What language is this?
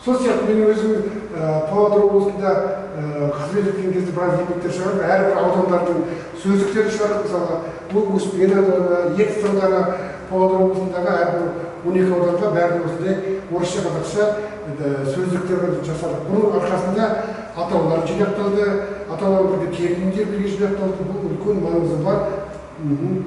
Kazakh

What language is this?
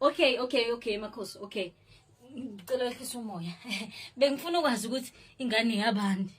Zulu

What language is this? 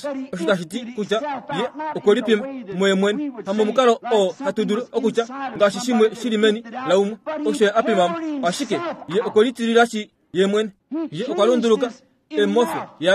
Kuanyama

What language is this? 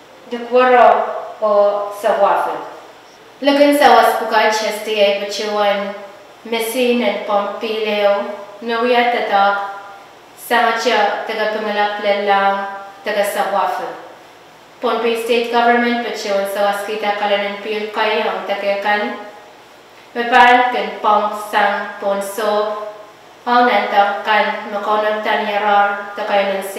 Pohnpeian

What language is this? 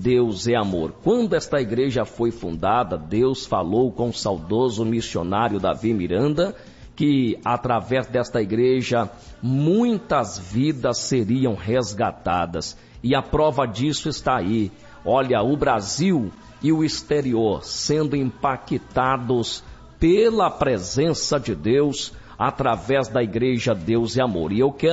Portuguese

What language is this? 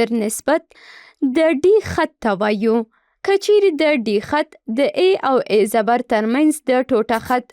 Pashto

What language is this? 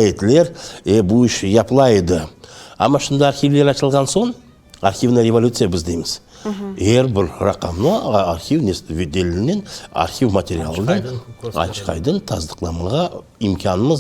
Crimean Tatar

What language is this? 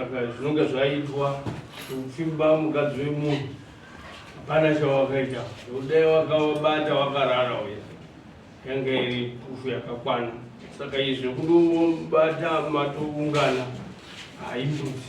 Shona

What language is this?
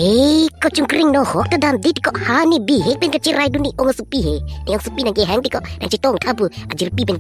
Karbi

